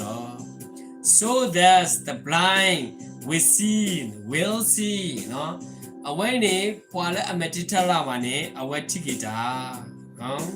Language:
S'gaw Karen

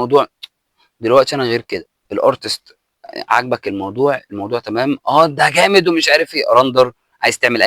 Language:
Egyptian Arabic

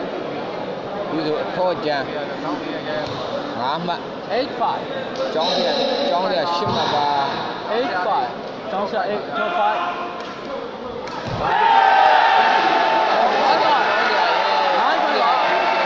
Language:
Burmese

